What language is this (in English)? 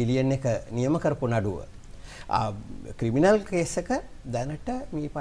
Sinhala